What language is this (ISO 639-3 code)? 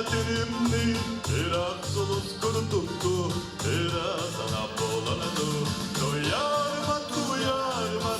sah